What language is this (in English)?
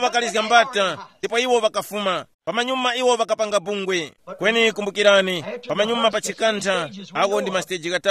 Tumbuka